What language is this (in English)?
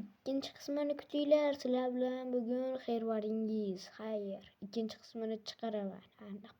Uzbek